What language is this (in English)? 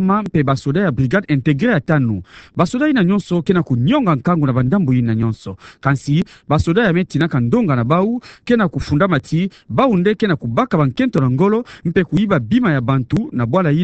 Kituba (Democratic Republic of Congo)